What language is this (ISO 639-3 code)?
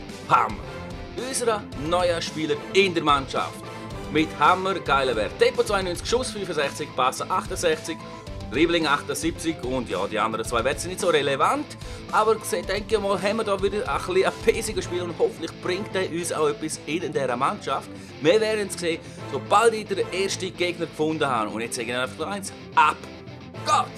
gsw